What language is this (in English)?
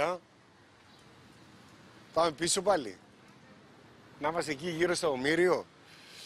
Greek